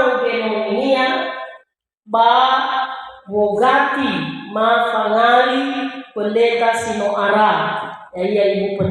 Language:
Nias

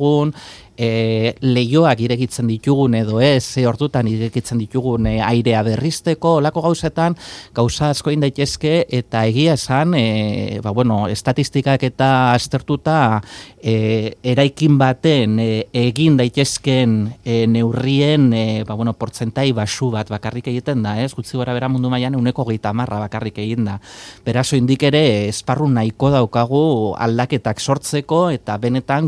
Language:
Basque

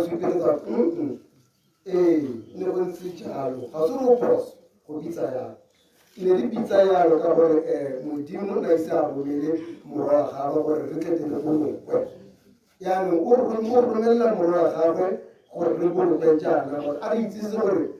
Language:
Tswana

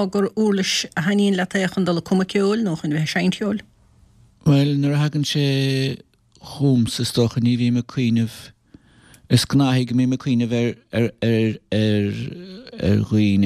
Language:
Irish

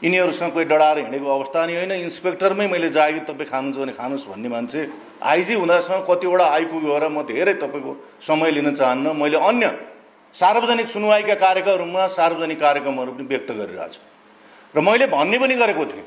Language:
Nepali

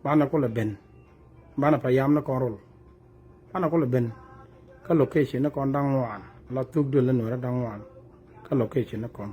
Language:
Nuer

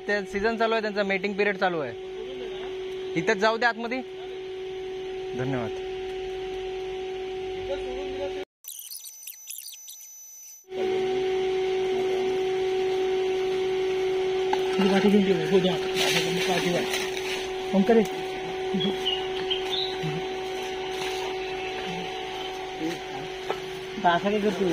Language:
Marathi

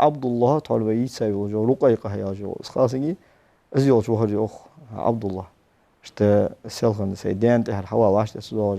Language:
Ingush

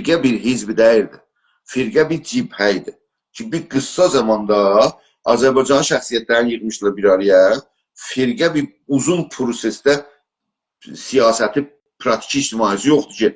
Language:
South Azerbaijani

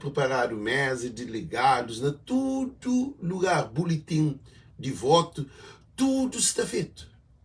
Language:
Kabuverdianu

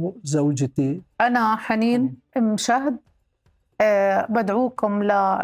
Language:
North Levantine Arabic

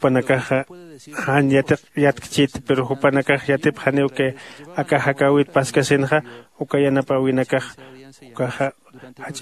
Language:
Aymara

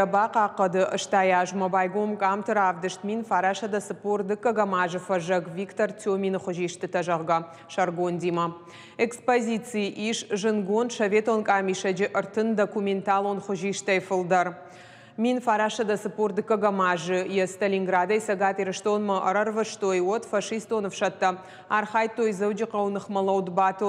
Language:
Ossetic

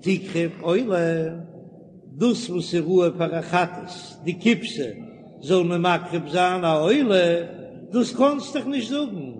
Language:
Yiddish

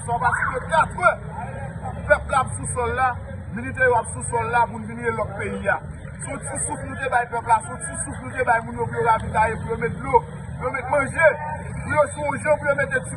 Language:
Haitian Creole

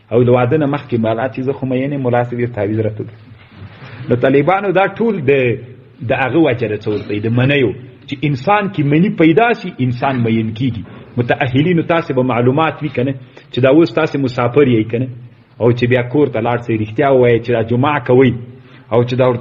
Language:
Pashto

